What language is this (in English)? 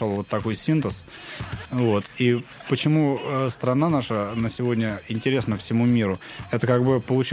Russian